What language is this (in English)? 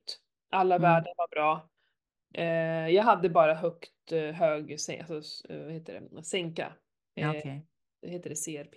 Swedish